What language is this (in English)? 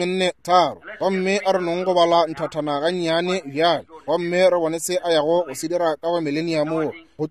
Northern Sotho